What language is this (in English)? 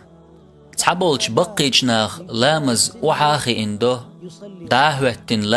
Chechen